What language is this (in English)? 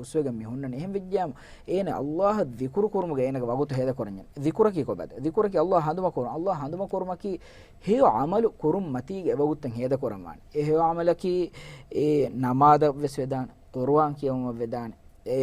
Divehi